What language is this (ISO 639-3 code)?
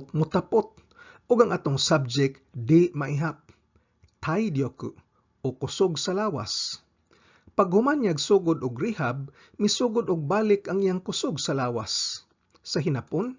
ceb